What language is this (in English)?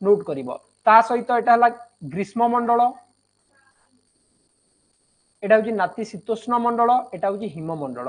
Odia